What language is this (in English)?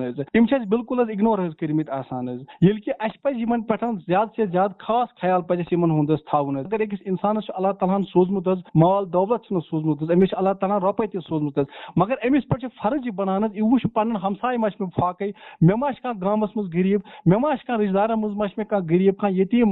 Kashmiri